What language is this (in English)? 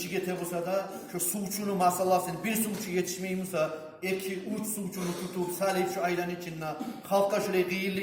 Kumyk